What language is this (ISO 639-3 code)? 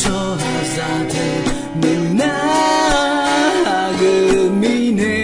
ahk